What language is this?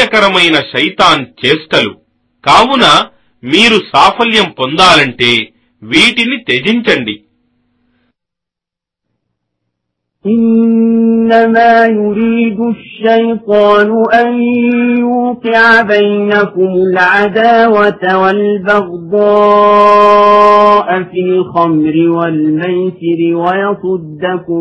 Telugu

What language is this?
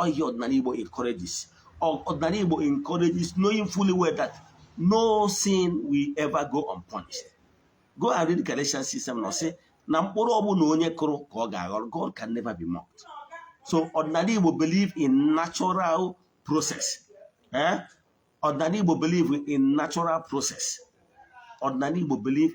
Igbo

